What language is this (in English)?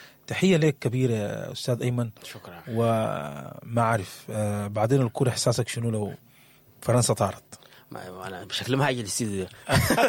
Sudanese Arabic